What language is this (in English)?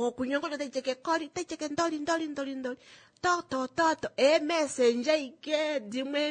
Kuanyama